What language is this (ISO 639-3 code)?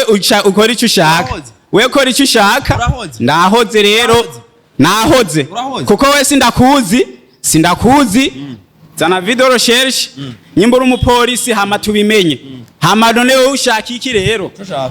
run